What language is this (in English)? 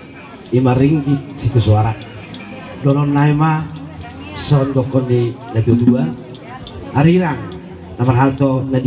Batak Toba